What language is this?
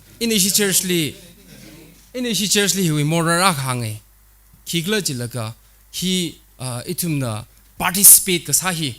Tangkhul Naga (India)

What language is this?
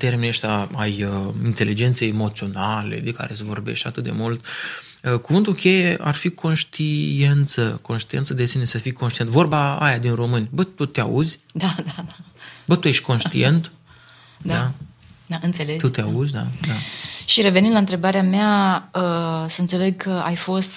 Romanian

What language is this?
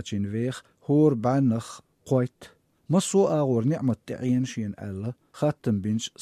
Chechen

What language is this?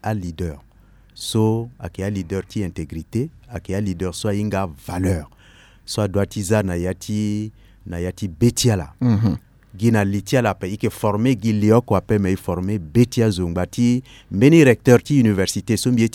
Sango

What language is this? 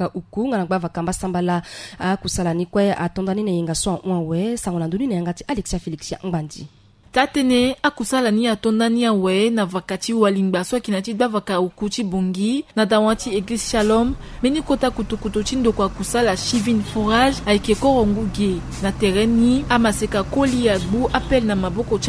Sango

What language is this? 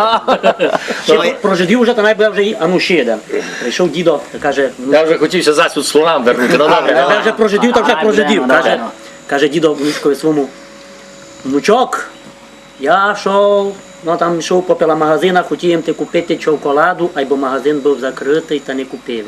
Rusyn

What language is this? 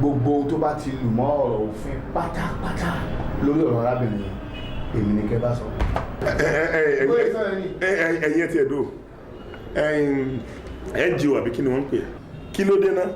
Yoruba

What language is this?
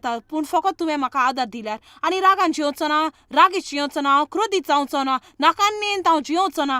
Konkani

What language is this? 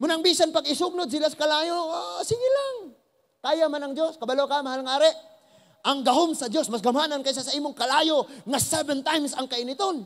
Cebuano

